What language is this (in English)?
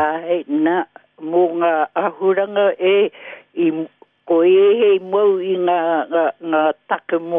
Māori